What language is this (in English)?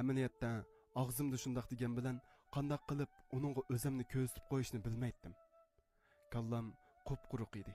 Uyghur